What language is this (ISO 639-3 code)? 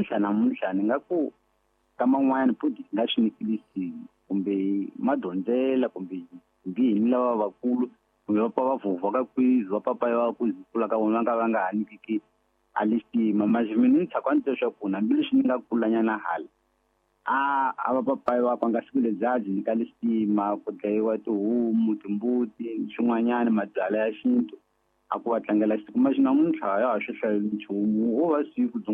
tso